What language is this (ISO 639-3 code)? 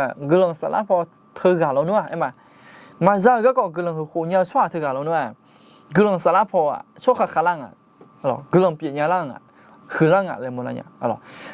ahk